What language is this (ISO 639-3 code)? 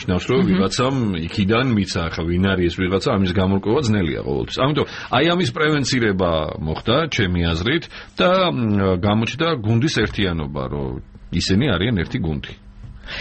kat